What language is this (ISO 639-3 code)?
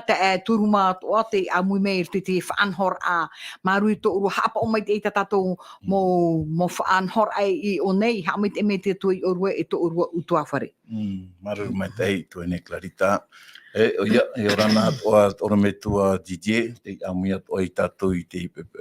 tah